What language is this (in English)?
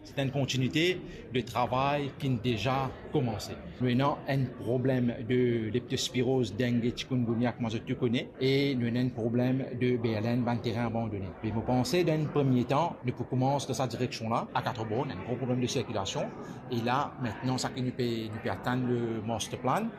Morisyen